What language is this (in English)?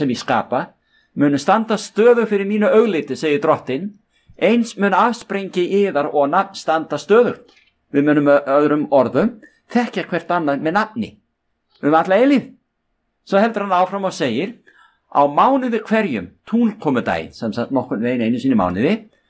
Icelandic